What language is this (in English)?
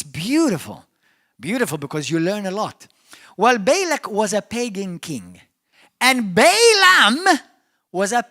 English